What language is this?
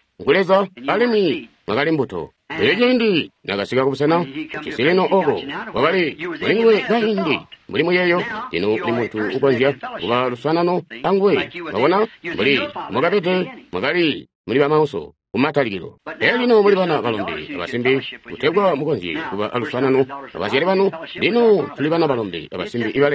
Tonga (Zambia)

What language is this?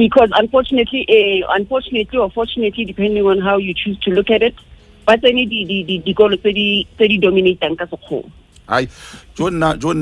Southern Sotho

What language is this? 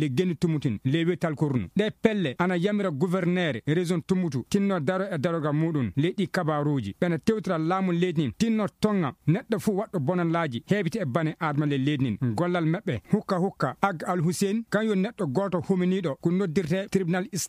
Fula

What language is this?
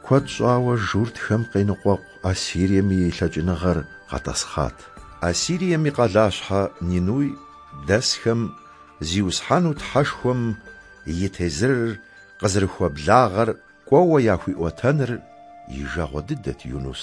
Kabardian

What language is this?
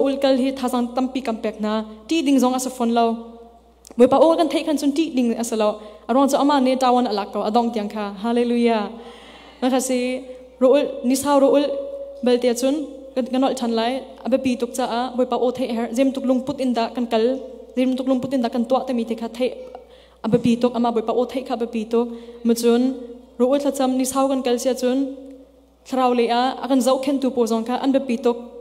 Hakha Chin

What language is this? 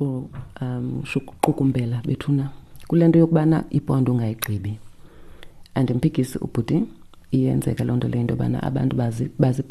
Xhosa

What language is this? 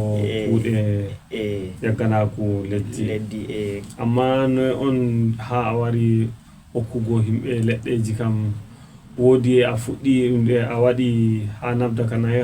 Fula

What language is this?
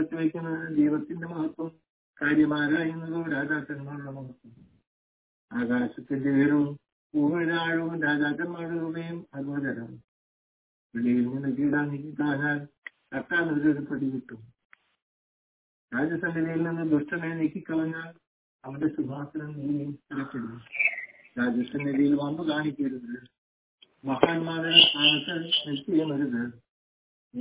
Malayalam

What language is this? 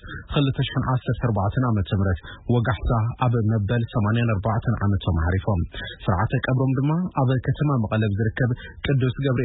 Tigrinya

